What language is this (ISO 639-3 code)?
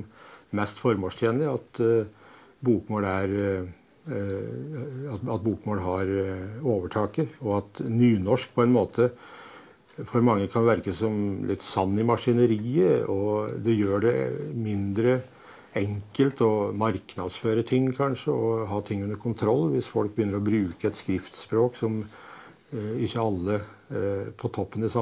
nor